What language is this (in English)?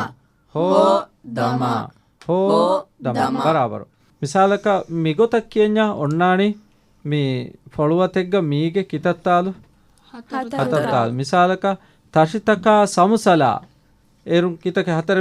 Divehi